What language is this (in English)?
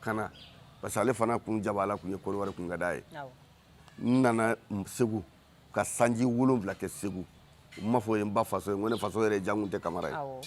Bambara